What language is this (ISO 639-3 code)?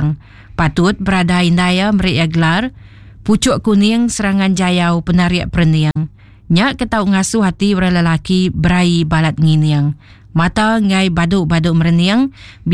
iba